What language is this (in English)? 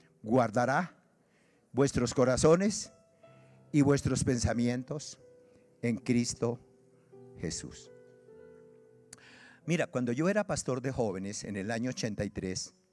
Spanish